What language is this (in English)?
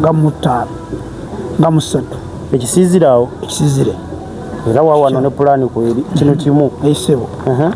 Ganda